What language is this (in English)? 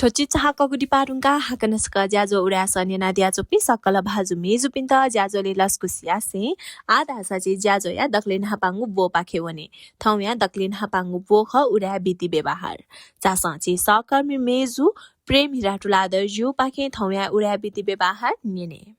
Newari